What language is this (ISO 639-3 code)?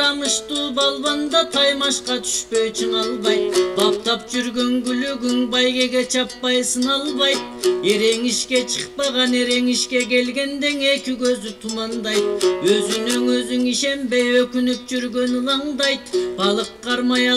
kir